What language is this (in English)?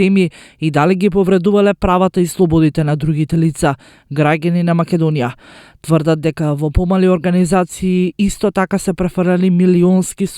Macedonian